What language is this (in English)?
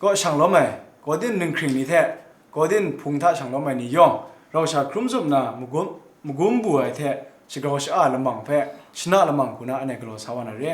Kachin